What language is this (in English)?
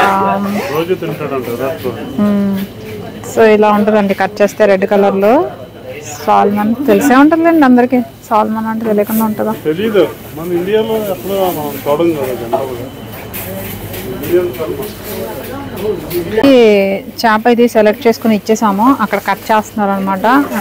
Telugu